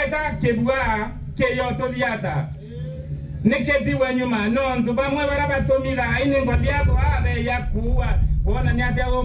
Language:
Meru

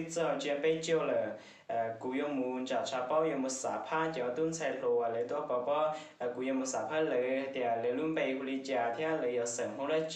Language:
Hmong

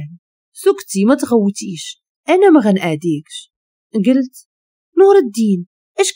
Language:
Moroccan Arabic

